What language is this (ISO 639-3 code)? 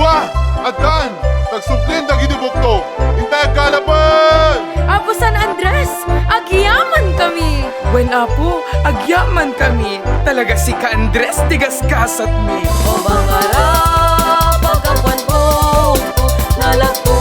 ilo